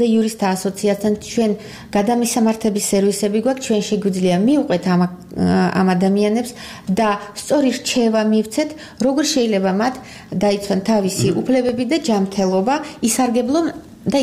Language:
Georgian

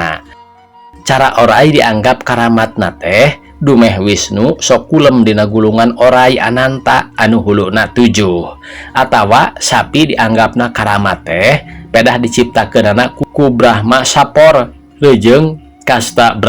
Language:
Sundanese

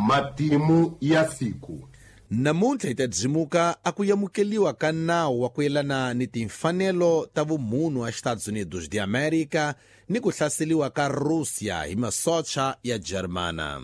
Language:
Tsonga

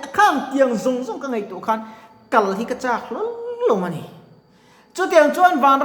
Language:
Mizo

